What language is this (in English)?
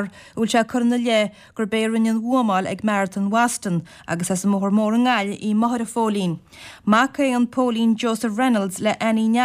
Irish